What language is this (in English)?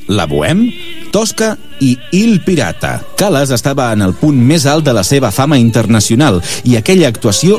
Catalan